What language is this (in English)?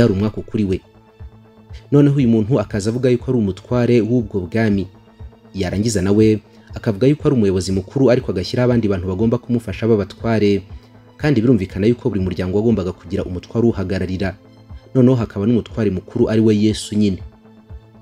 Kinyarwanda